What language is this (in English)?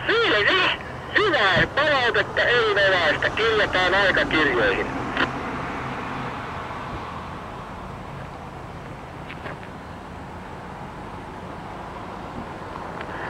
Finnish